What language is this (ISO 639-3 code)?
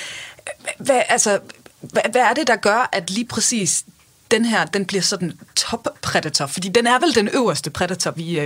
dan